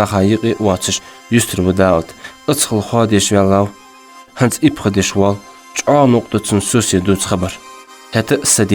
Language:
Ingush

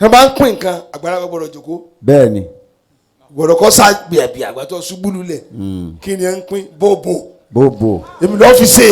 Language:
Yoruba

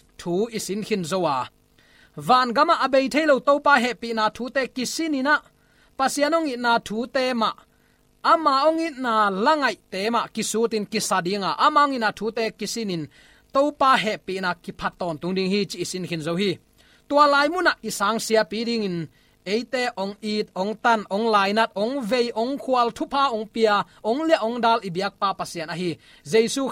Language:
Tedim Chin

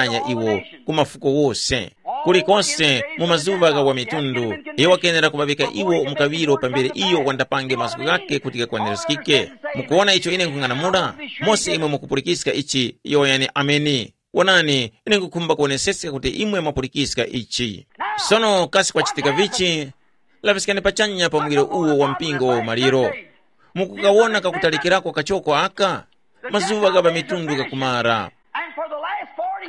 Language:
Tumbuka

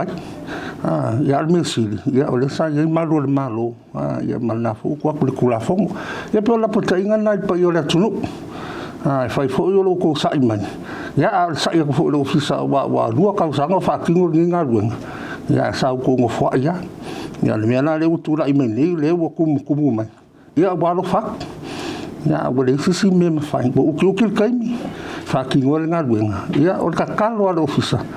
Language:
Samoan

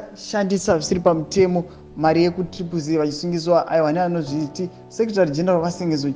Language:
Shona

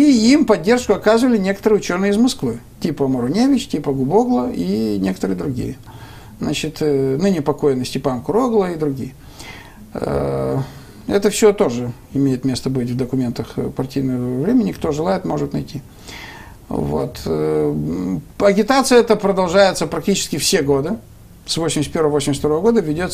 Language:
Russian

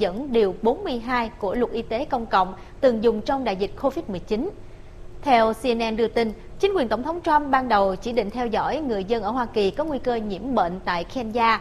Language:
Vietnamese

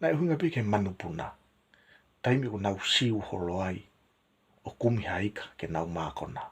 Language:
Tongan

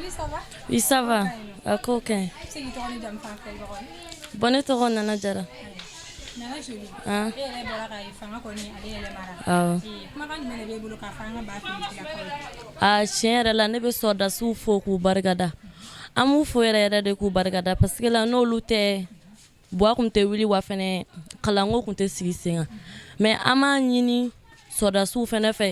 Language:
Bambara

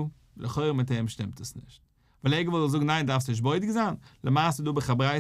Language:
Yiddish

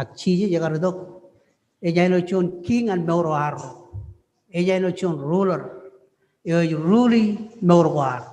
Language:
Marshallese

